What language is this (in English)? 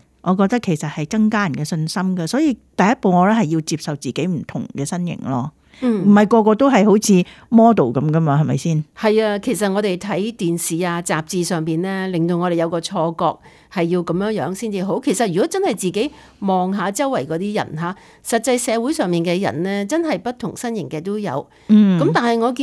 Cantonese